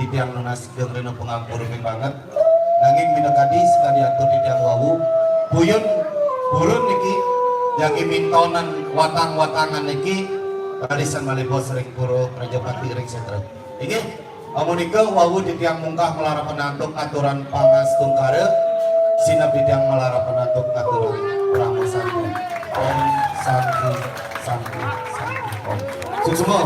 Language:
Balinese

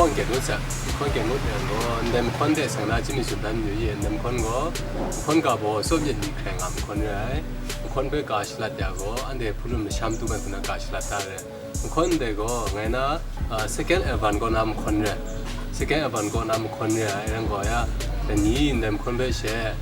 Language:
Kachin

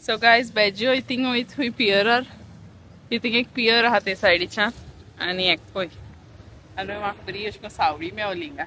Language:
Konkani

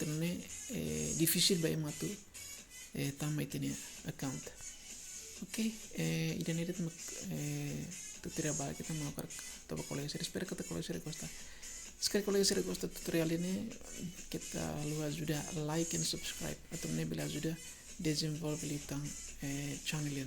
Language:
Tetum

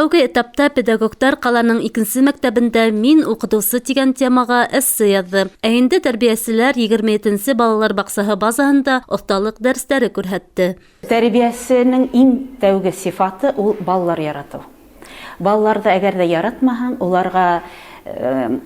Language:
Bashkir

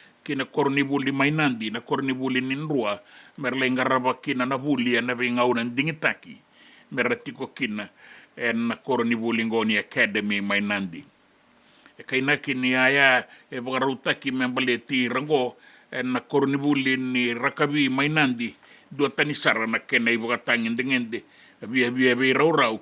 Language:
Fijian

